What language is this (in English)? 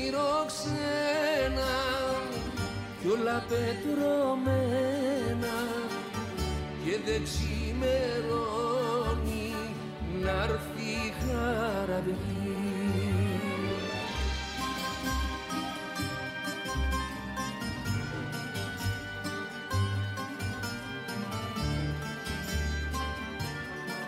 Greek